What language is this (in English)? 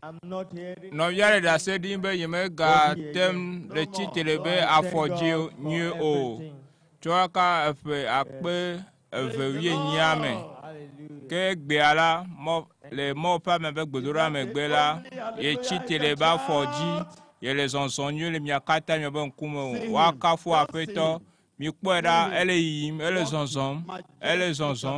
Ewe